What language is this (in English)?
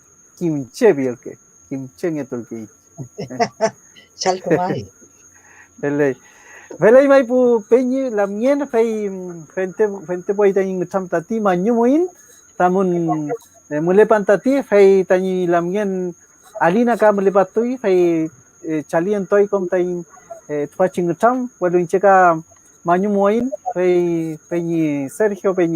Mapuche